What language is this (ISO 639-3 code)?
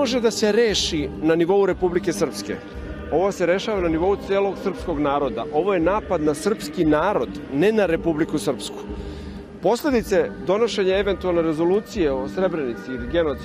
srp